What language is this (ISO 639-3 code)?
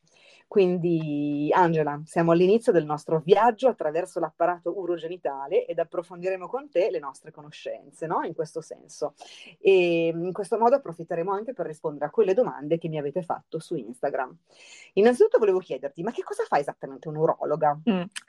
ita